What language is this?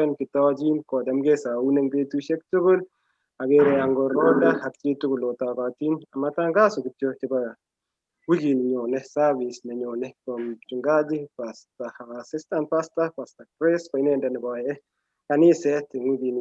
Kalenjin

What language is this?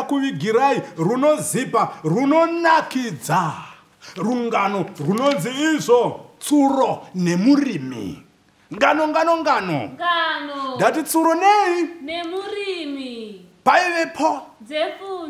Shona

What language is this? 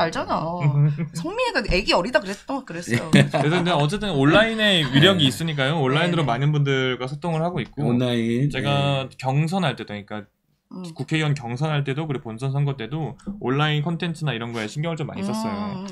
Korean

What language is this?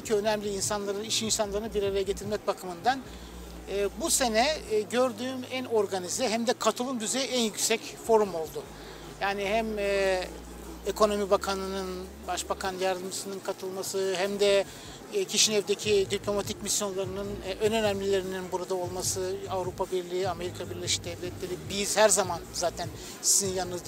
Gagauz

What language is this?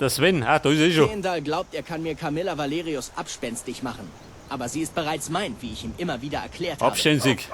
Bavarian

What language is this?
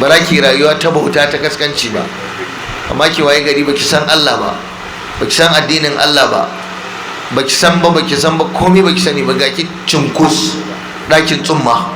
Hausa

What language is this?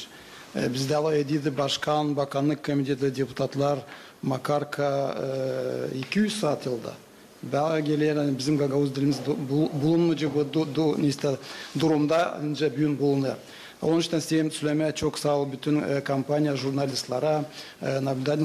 Gagauz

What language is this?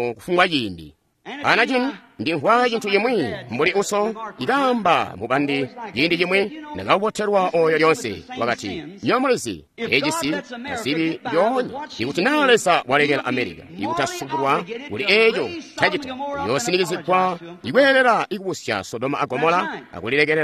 Tonga (Zambia)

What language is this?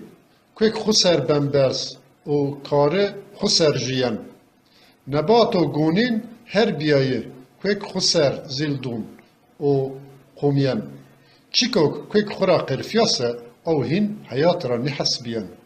Zaza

